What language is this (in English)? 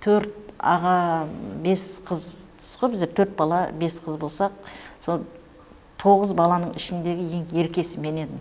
Kara-Kalpak